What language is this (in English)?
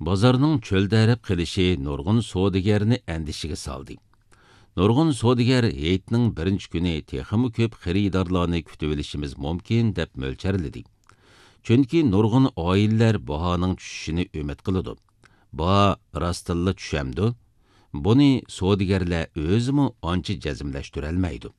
Uyghur